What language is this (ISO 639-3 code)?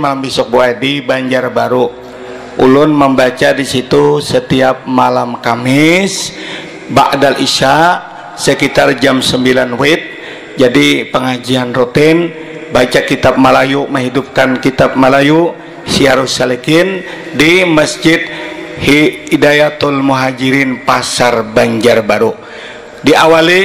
bjn